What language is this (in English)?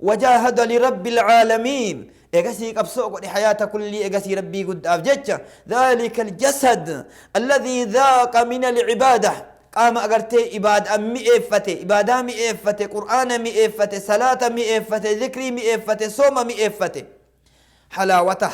Oromo